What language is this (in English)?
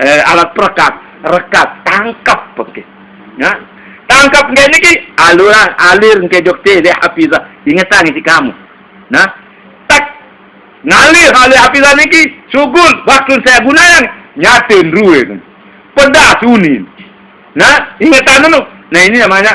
Sasak